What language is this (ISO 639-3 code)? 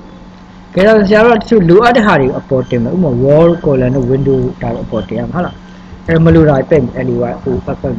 mya